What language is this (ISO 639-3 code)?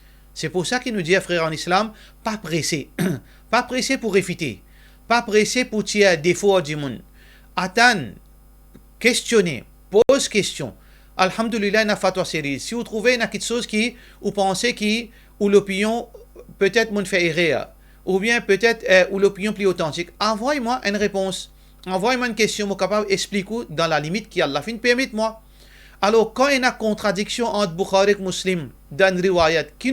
mfe